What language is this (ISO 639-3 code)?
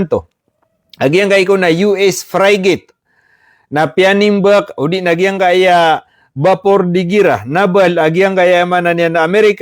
mrw